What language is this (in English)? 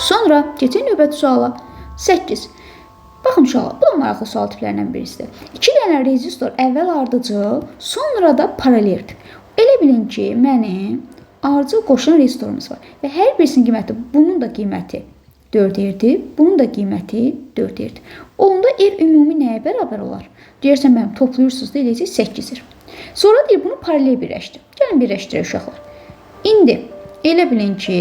Azerbaijani